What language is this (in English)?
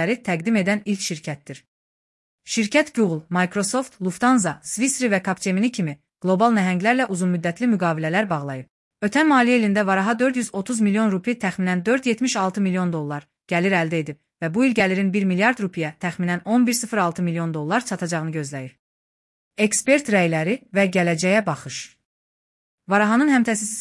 Azerbaijani